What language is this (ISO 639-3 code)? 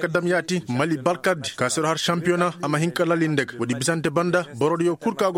ses